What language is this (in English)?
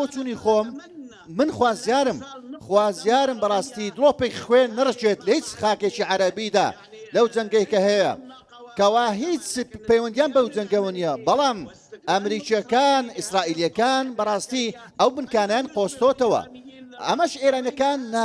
Central Kurdish